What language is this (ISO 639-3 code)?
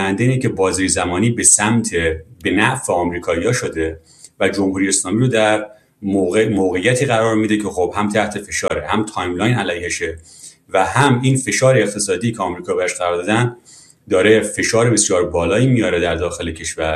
fas